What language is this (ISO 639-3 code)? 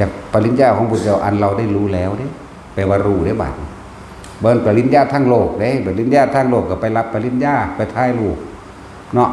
tts